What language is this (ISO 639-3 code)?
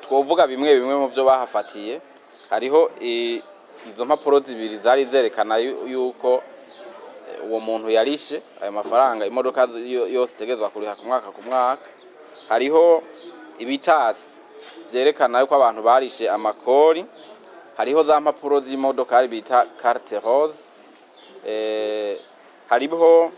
run